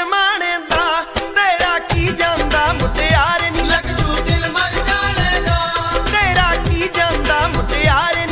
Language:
Punjabi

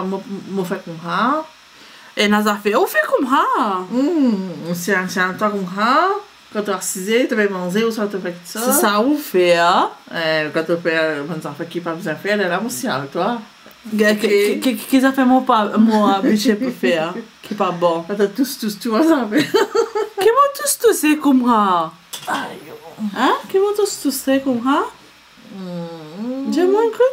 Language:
Morisyen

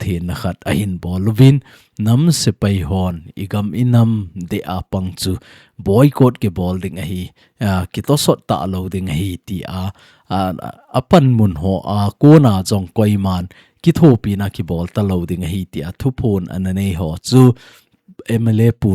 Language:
Thado Chin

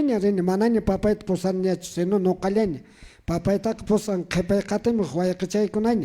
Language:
Quechua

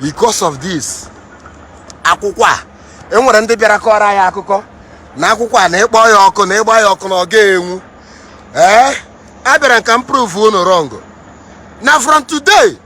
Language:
Igbo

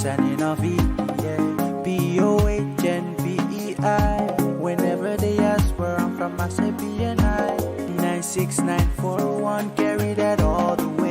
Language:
Pohnpeian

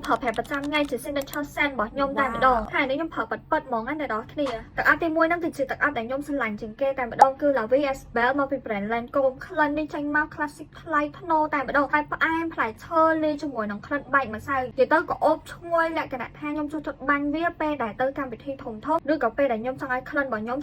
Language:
Khmer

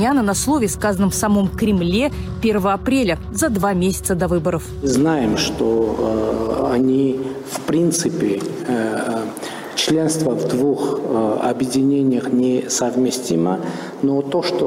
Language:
Russian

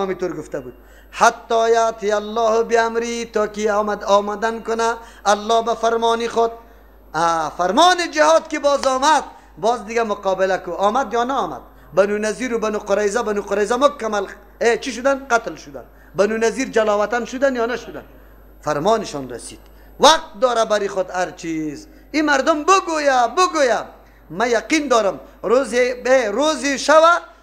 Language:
Persian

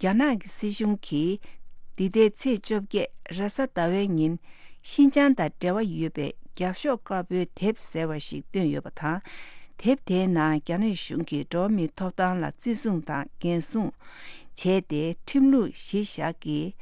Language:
Tibetan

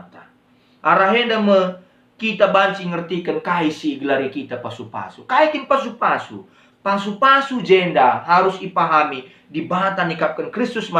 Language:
Batak Karo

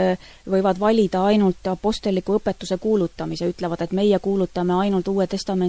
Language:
Estonian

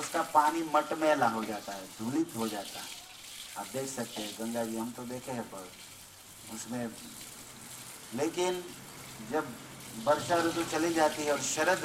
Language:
Hindi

